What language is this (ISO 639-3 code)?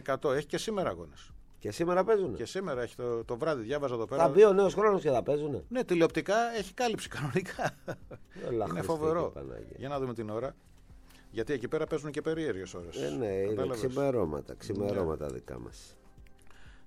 ell